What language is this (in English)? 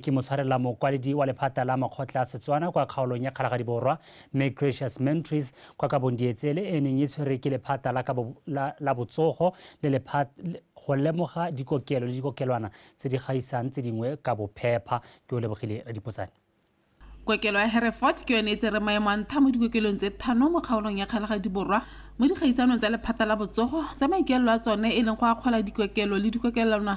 Tswana